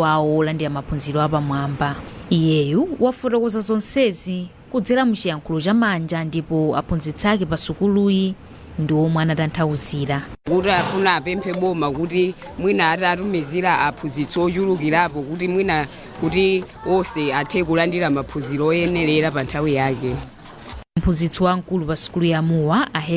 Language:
Nyanja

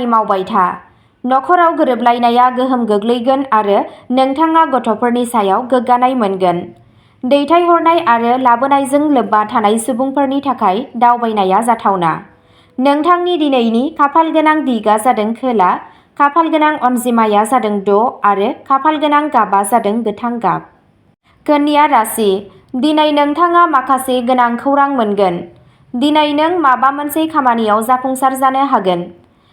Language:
Bodo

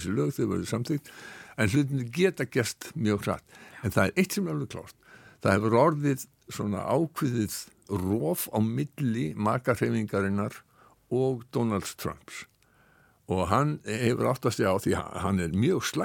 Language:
Icelandic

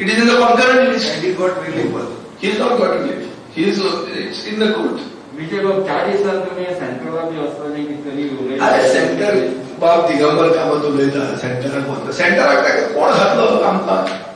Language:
Konkani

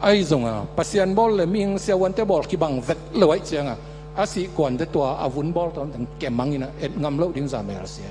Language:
Tedim Chin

